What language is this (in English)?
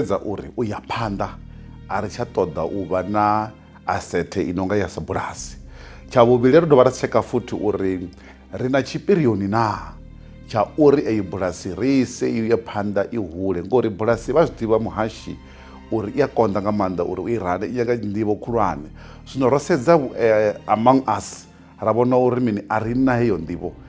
Venda